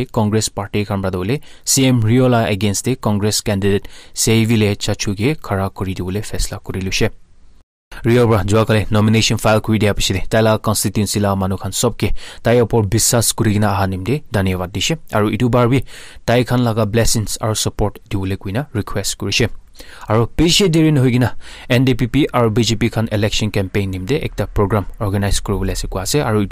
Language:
Naga Pidgin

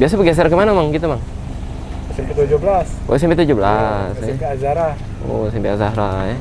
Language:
Musi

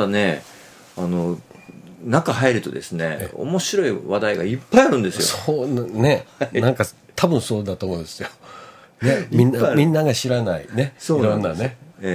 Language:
Japanese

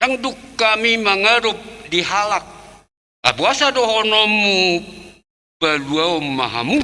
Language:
Batak Toba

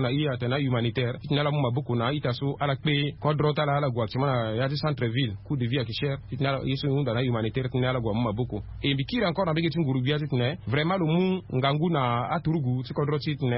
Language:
Sango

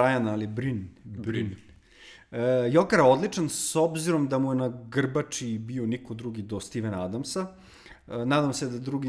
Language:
Serbian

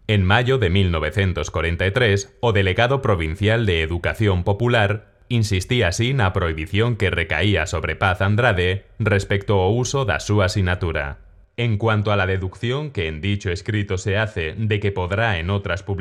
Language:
Galician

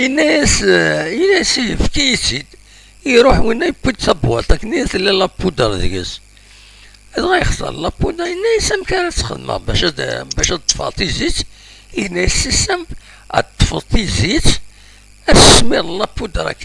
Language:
Kabyle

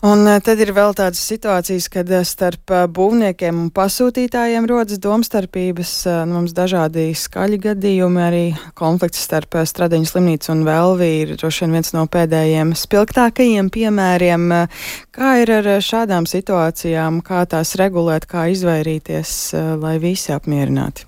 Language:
Latvian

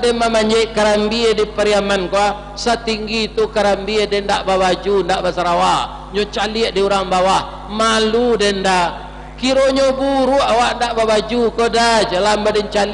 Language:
Minangkabau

